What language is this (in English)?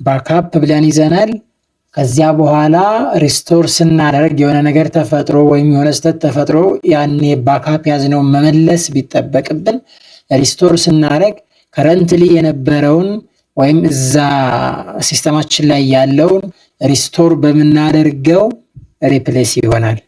Amharic